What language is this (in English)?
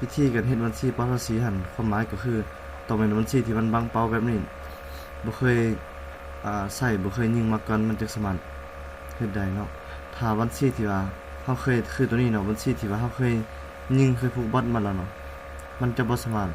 Lao